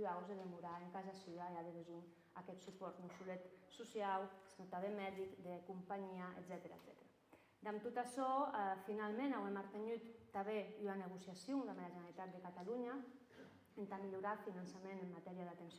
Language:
Occitan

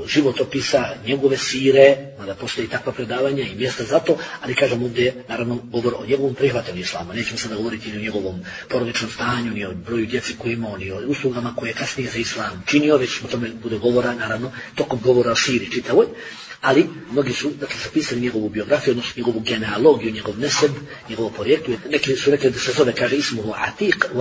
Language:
Bosnian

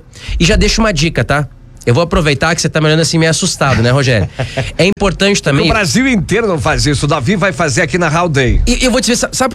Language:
Portuguese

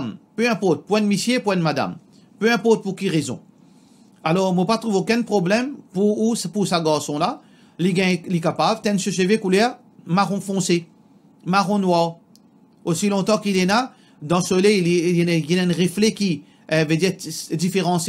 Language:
Morisyen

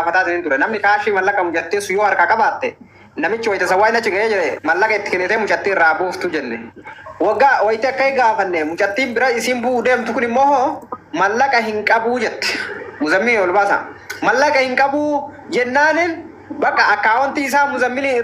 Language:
Oromo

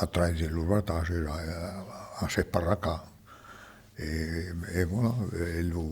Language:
Occitan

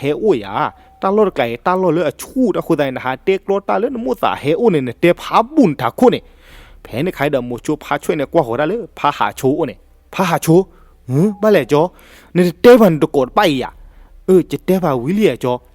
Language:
S'gaw Karen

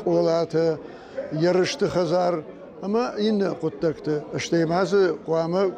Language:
Ossetic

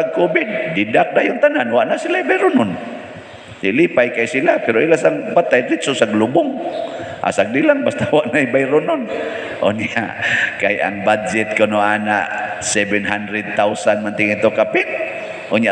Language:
Cebuano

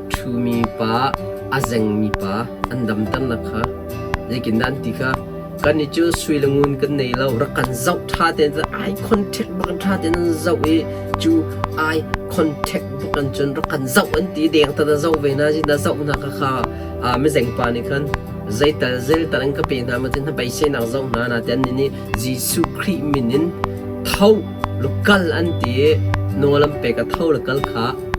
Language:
Hakha Chin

